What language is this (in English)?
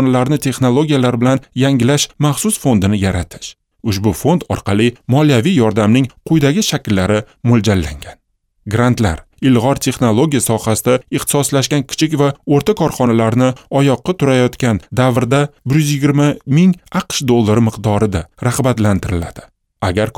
Uzbek